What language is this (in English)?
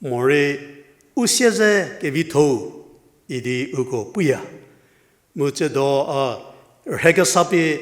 Angami Naga